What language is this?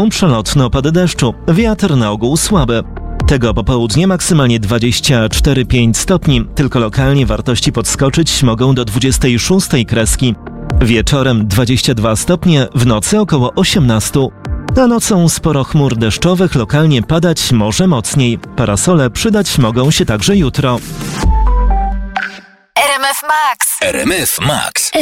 Polish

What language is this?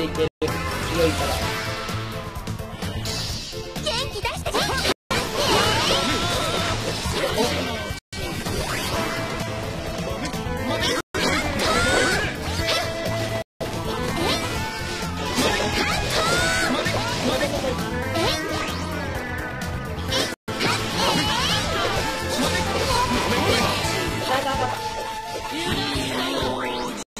Japanese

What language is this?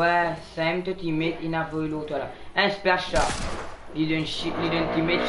Morisyen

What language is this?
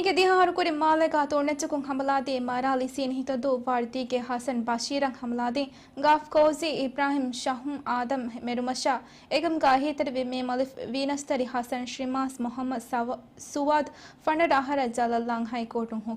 Divehi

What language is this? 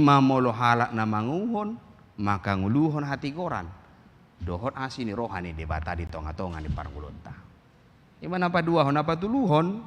Batak Toba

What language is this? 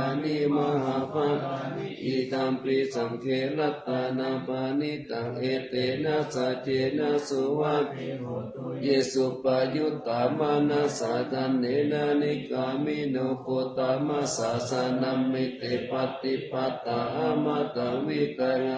Pali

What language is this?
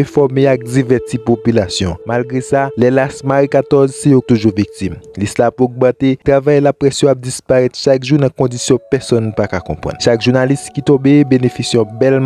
Haitian Creole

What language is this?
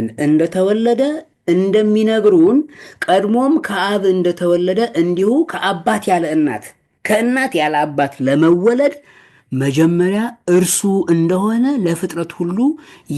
Amharic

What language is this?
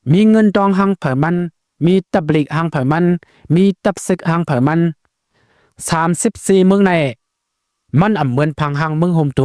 Shan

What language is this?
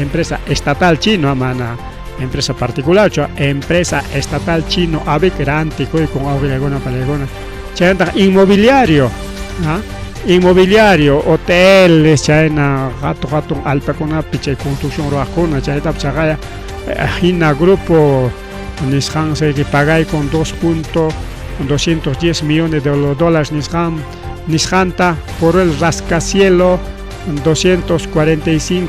Ayacucho Quechua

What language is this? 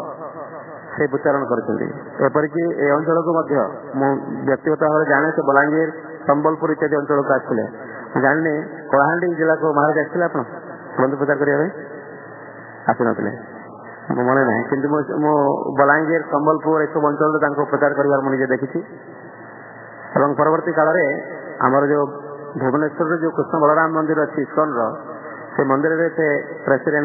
Odia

